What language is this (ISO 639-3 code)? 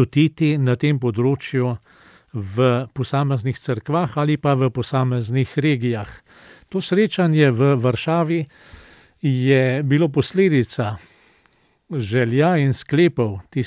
slv